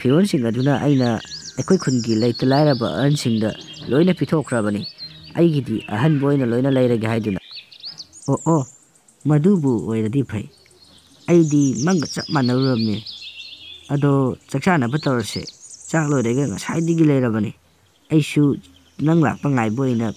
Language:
Manipuri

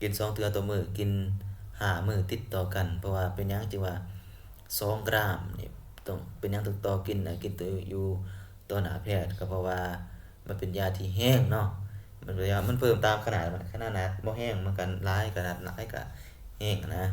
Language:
Lao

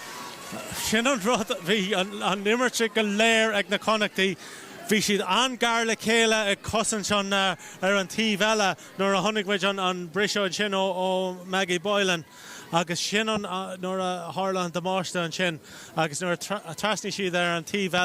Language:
Irish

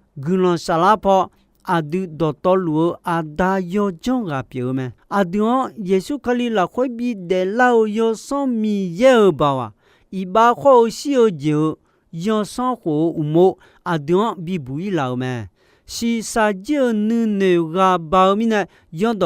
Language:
Akha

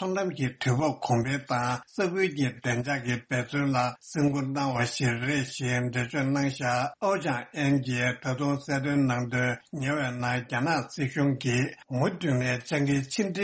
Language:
Tibetan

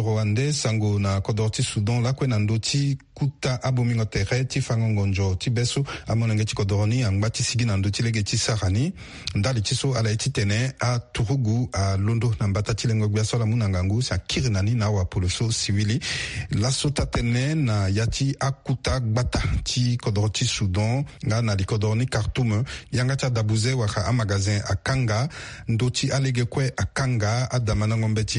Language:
Sango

